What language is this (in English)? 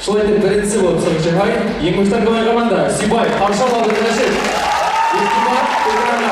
Bashkir